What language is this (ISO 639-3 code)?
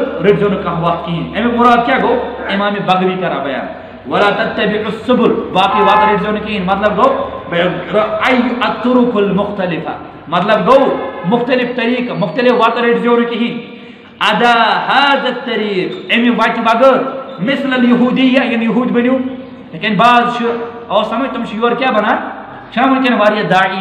kas